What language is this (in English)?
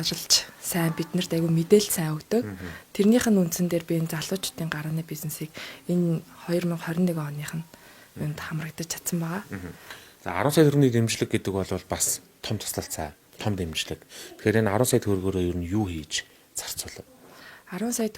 Mongolian